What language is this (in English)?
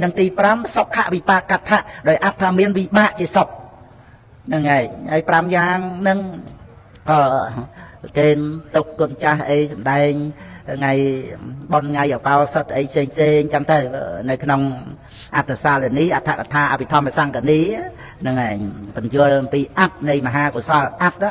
Khmer